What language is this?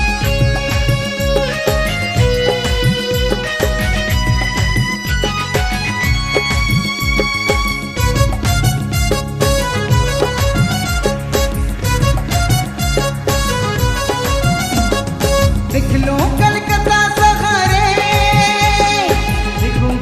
Sadri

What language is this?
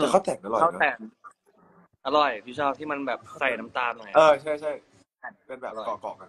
Thai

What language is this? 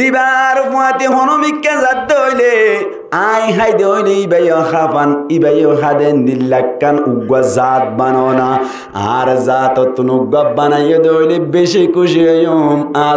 Rohingya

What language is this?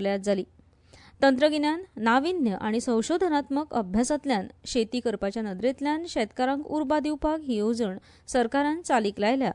Konkani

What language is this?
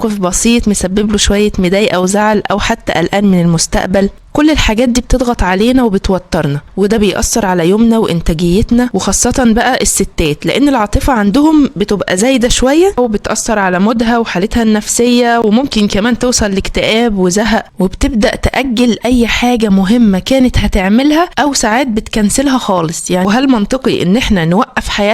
Egyptian Arabic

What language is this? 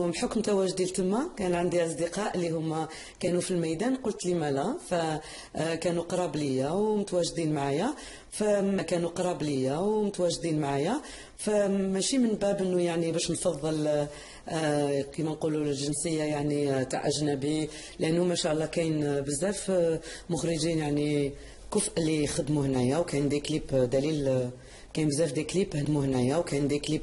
Algerian Arabic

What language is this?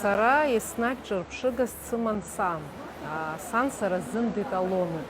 Abkhazian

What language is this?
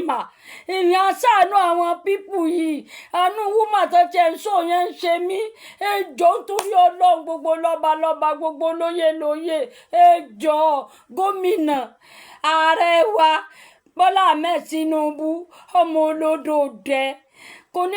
Yoruba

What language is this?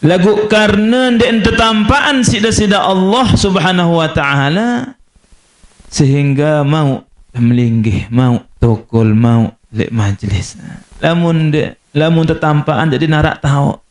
Sasak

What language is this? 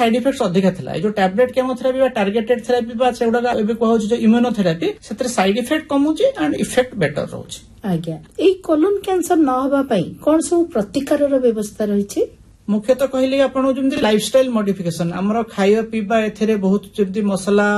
Odia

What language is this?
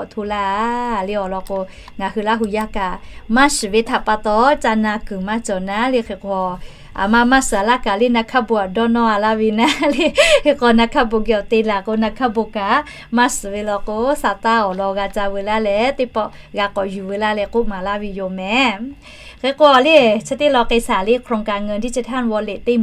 Lahu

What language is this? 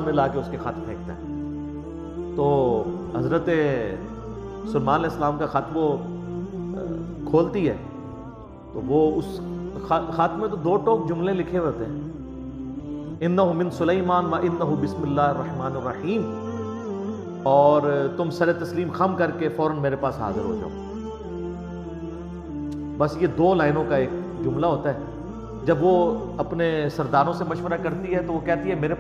Urdu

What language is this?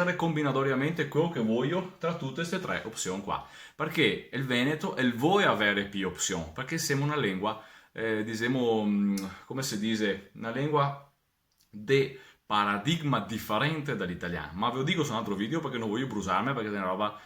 Venetian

